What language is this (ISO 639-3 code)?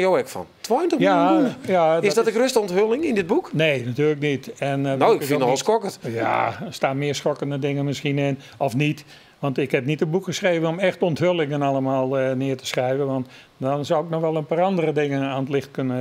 fry